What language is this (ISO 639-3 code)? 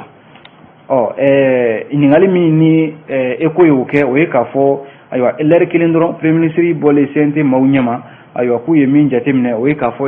bam